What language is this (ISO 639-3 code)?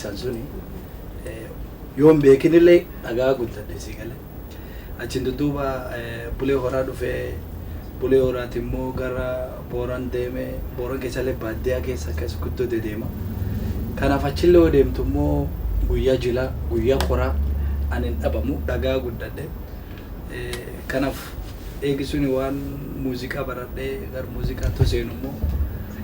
orm